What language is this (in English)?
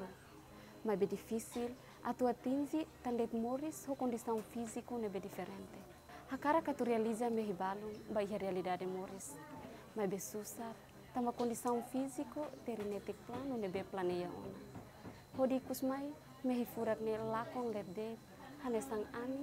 Tetum